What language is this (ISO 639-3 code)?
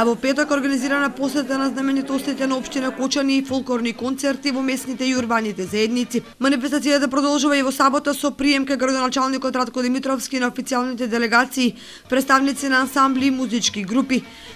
mkd